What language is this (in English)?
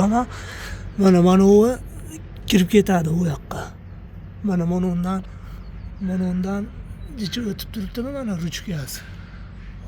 Uzbek